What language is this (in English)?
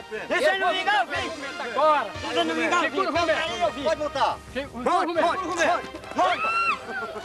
Portuguese